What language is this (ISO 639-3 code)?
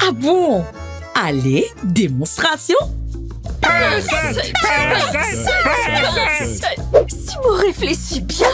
mfe